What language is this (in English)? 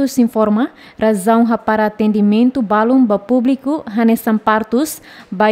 Tetum